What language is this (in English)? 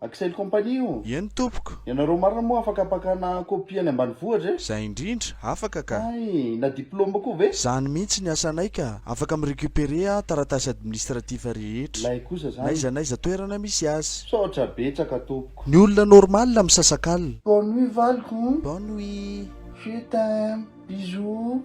Malagasy